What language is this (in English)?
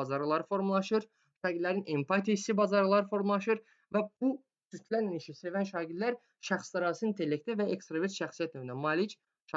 Azerbaijani